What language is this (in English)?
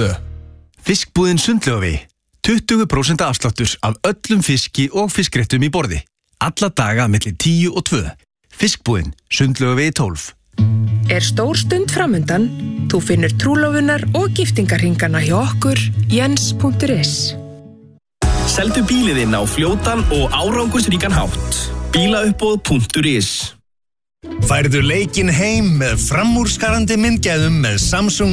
Icelandic